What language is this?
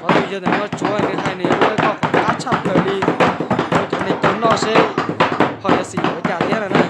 Hmong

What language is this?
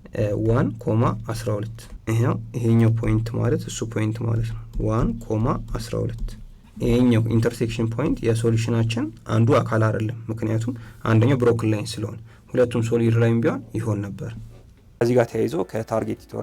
Amharic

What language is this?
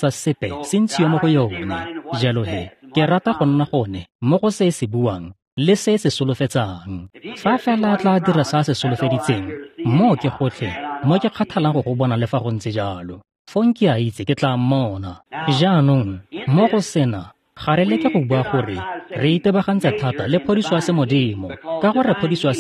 Tswana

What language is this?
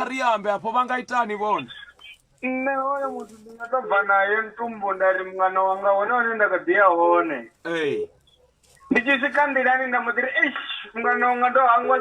Venda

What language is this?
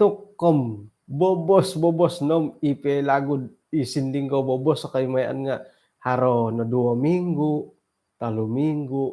Central Dusun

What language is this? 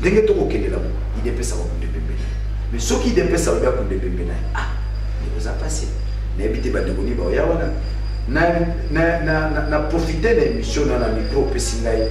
Lingala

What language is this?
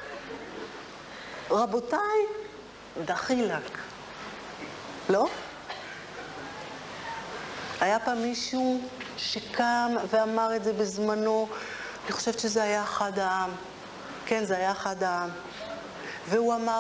Hebrew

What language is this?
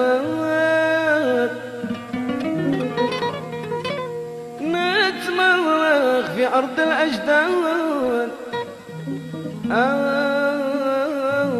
Arabic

